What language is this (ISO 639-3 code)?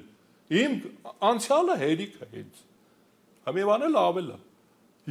hye